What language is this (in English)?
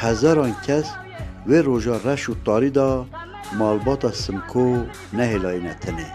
Kurdish